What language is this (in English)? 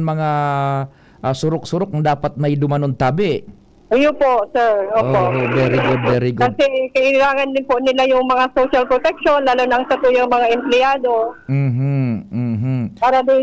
Bikol